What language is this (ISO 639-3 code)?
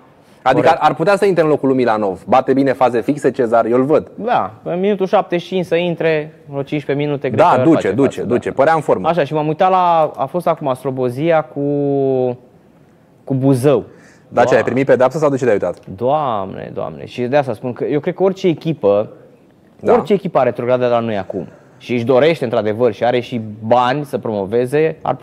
ron